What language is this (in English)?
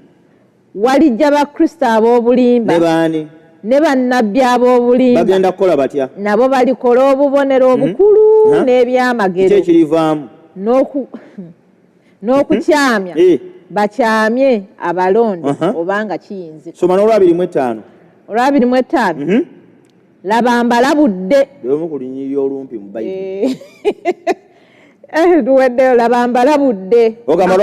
Ganda